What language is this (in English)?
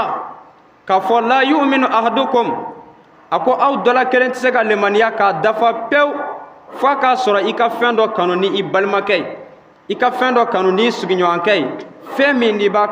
Bambara